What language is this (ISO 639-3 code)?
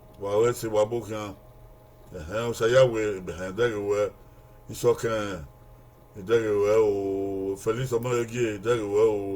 bin